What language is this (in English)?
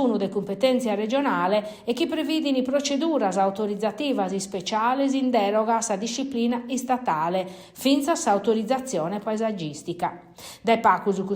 Sardinian